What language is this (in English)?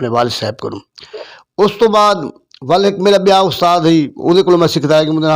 Saraiki